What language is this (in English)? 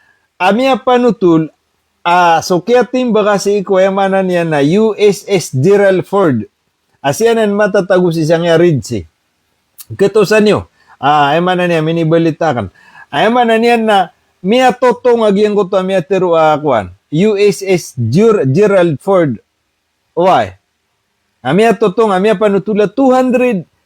Maranao